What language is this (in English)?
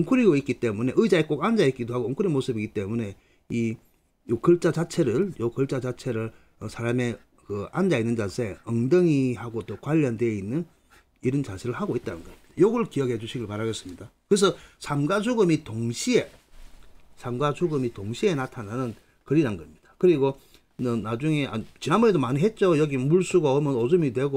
Korean